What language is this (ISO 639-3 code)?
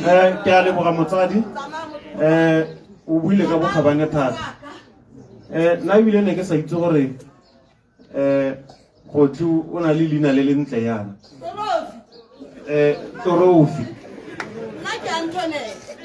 tsn